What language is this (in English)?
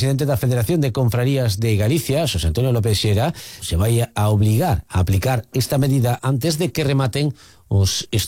Galician